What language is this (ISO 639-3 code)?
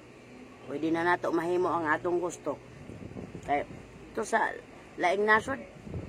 ceb